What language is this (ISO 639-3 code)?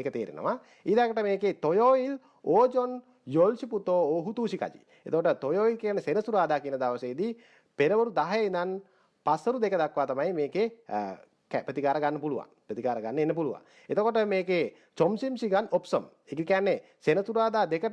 sin